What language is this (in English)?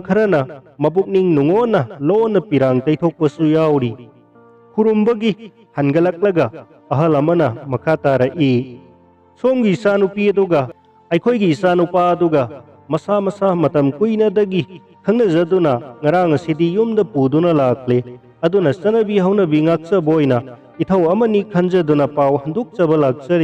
Manipuri